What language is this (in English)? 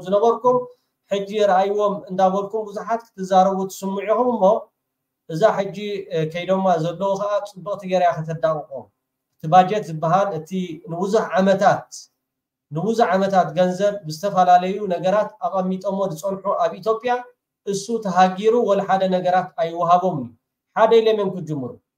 Tigrinya